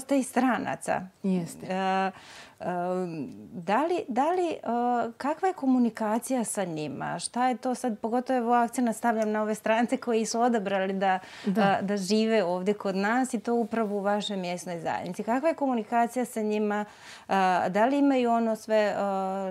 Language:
Bosnian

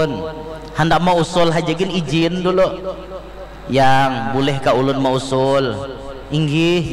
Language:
Banjar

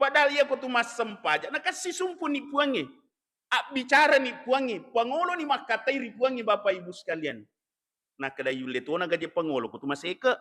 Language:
Buginese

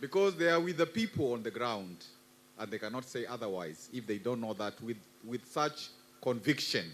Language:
Kamba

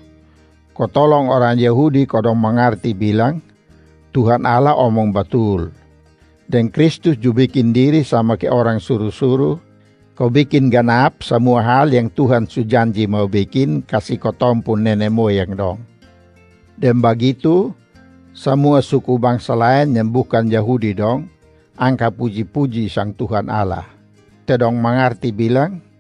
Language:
Kupang Malay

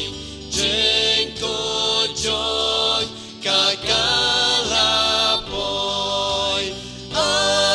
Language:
Khasi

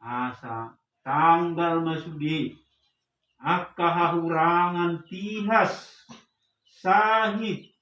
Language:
Batak Toba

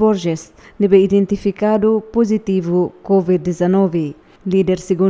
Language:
Tetum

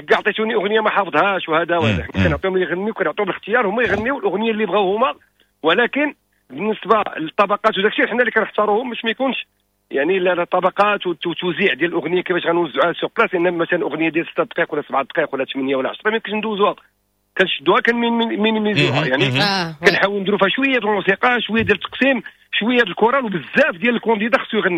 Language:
Moroccan Arabic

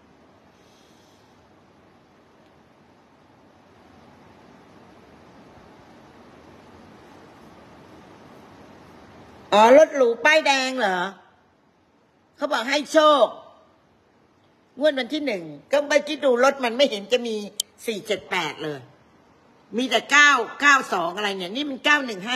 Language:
Thai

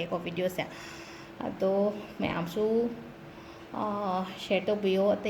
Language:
Manipuri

